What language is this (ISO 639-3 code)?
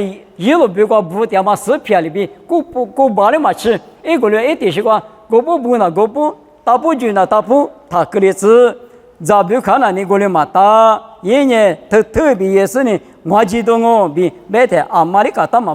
lis